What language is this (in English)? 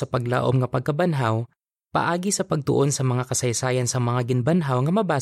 Hiligaynon